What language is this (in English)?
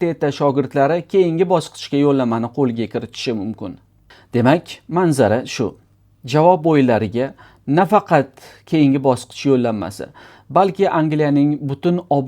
Uzbek